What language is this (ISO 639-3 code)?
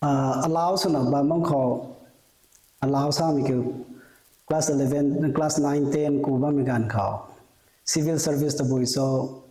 nbu